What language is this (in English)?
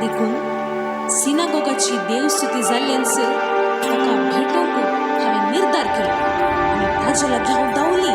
Konkani